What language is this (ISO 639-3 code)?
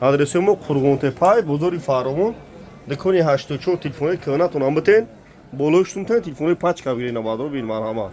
tgk